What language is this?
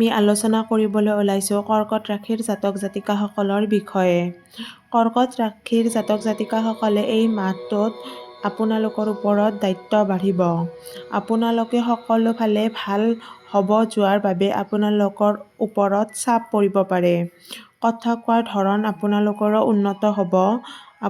Assamese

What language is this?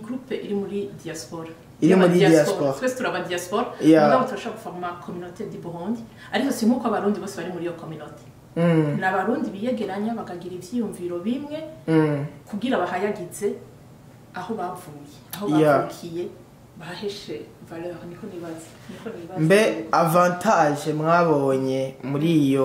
Rundi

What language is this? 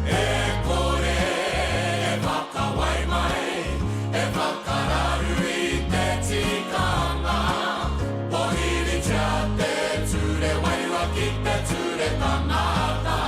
Māori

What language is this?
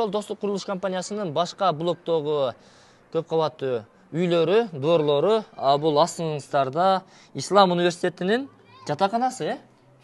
Kyrgyz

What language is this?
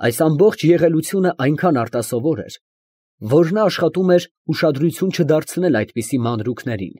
Armenian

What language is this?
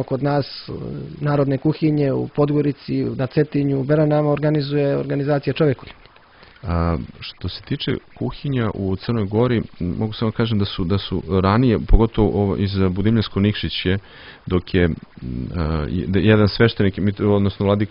Serbian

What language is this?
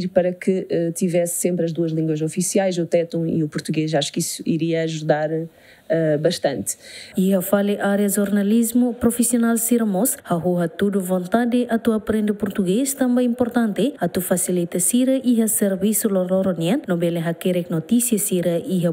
Tetum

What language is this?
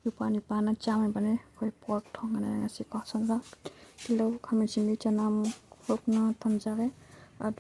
Manipuri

